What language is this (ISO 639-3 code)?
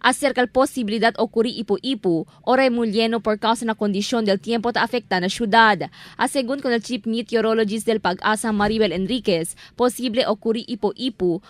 cbk